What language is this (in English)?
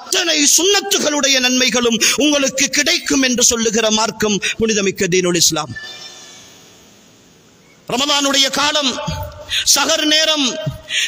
Tamil